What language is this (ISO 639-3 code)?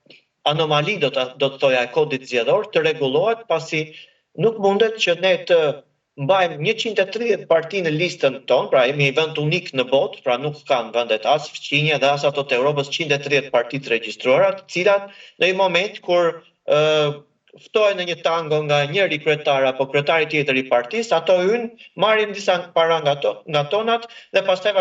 sqi